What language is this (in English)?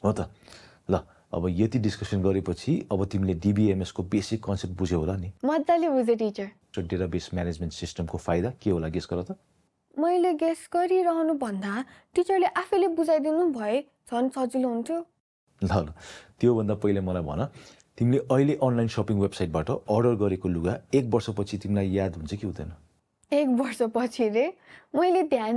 Nepali